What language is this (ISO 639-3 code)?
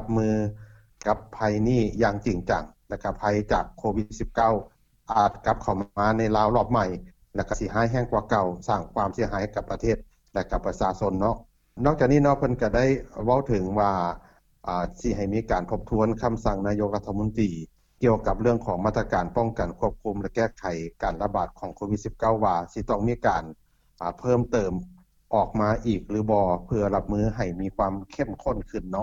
lao